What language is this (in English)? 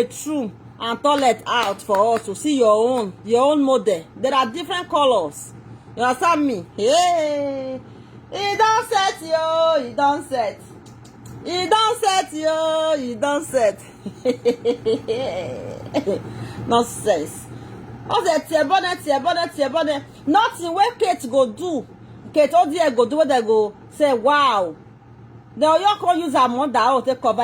Nigerian Pidgin